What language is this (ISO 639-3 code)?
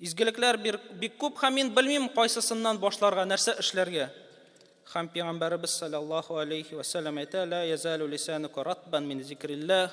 tat